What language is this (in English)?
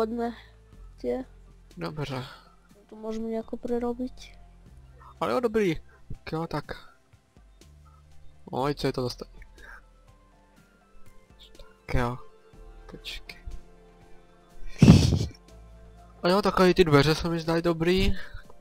Czech